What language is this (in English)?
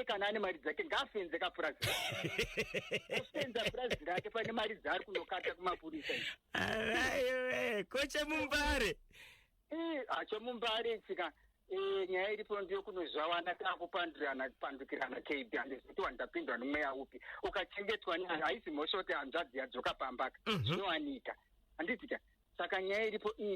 Shona